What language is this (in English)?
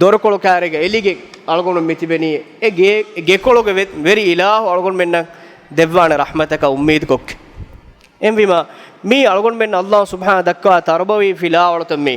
Divehi